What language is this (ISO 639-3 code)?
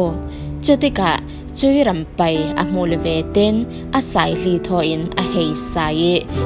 cfm